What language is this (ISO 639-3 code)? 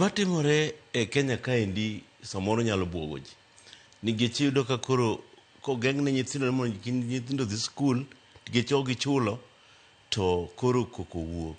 luo